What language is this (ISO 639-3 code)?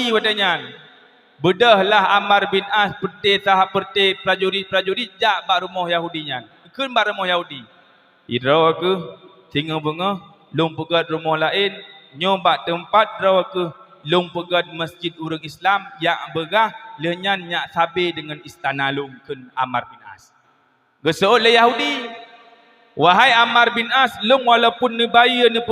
ace